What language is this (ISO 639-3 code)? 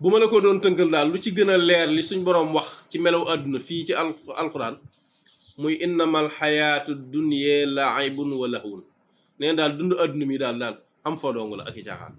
wol